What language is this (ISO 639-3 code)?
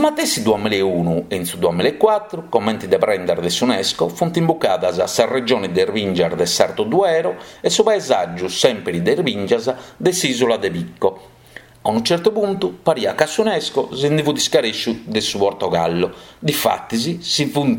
srd